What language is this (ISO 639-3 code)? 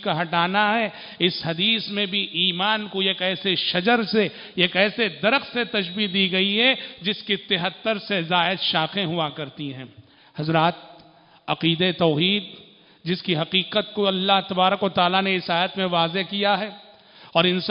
urd